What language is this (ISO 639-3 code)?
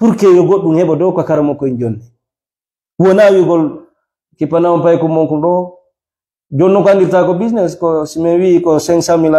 ful